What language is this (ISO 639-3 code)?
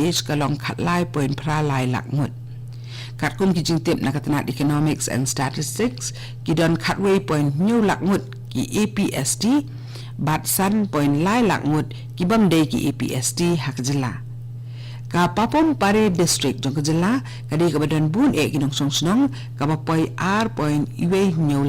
kha